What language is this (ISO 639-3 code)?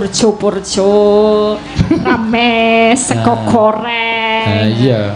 jav